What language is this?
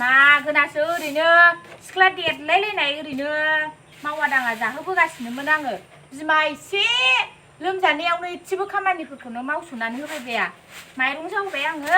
Bodo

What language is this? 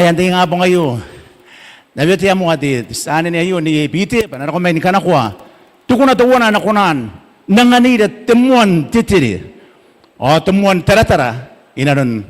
Gilbertese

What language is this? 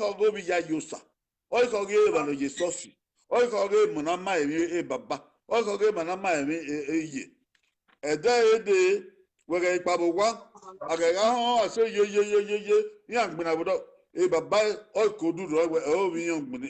Bini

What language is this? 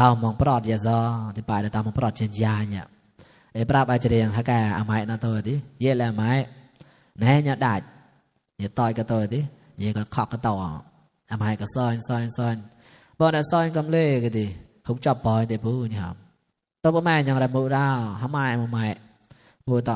Mon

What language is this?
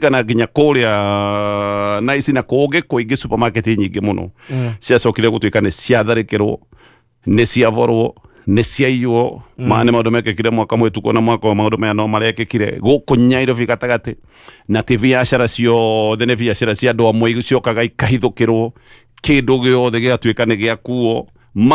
Kikuyu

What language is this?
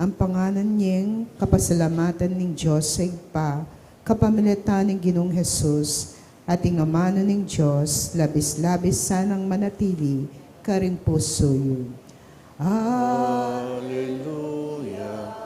Pampanga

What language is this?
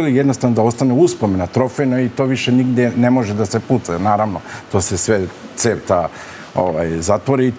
Serbian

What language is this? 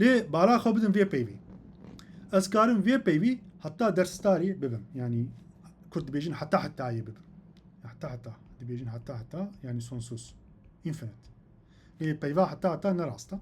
Kurdish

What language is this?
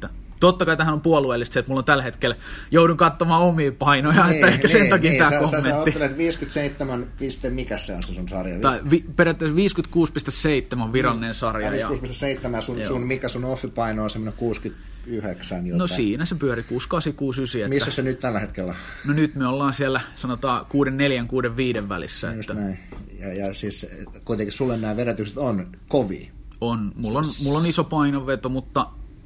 Finnish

